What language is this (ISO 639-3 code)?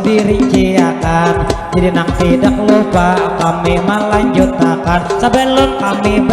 bjn